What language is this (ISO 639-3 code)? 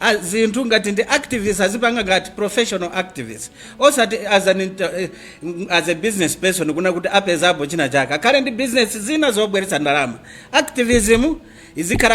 nya